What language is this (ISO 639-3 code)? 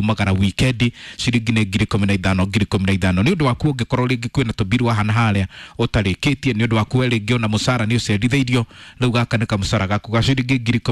kik